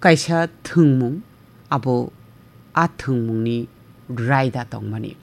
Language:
Kok Borok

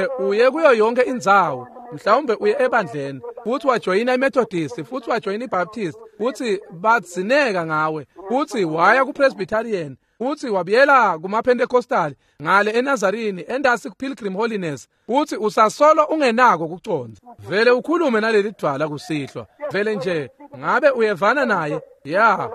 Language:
Swati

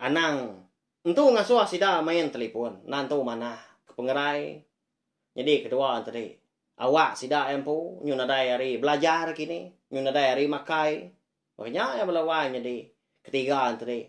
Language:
Iban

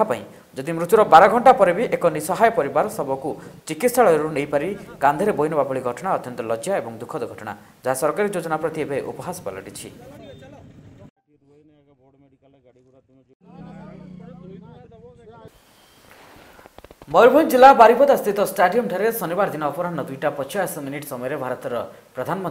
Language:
Odia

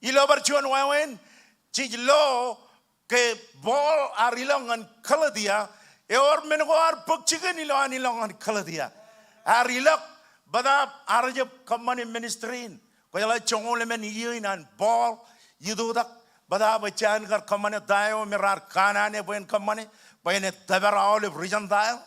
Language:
Marshallese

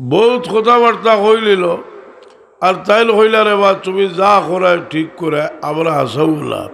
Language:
Sylheti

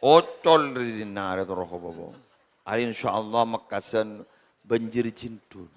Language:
Madurese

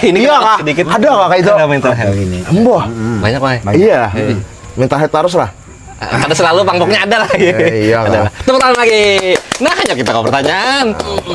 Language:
Banjar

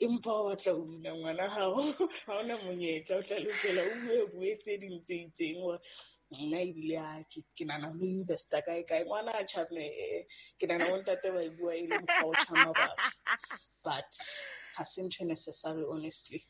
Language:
Southern Sotho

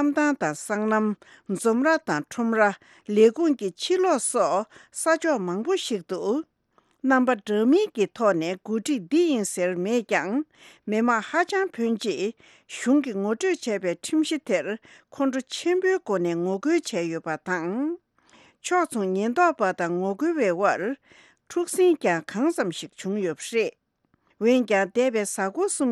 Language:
Tibetan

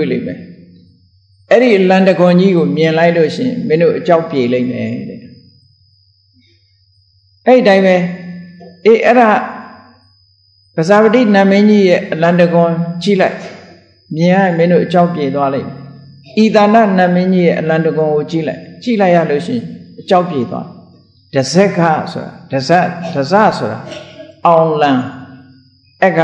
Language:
Burmese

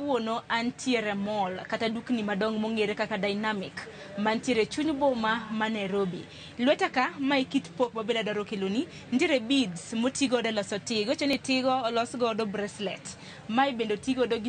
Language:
Luo (Kenya and Tanzania)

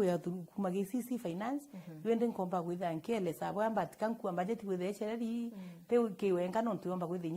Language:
Meru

